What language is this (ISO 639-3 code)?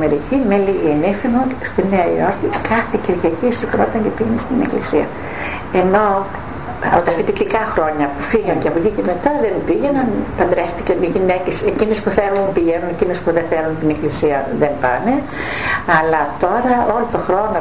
ell